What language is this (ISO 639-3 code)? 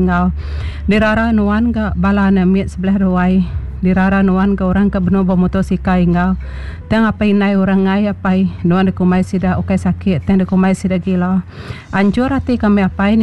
iba